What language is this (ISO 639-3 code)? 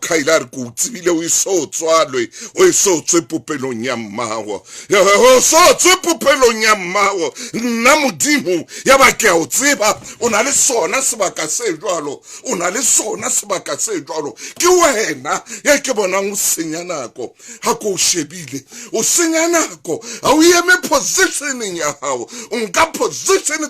sot